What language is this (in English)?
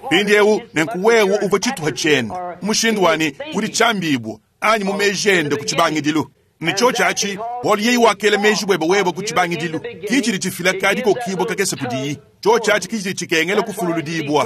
Luba-Lulua